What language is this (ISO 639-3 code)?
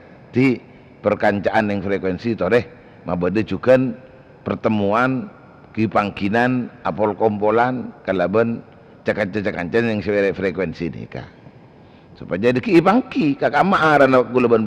mad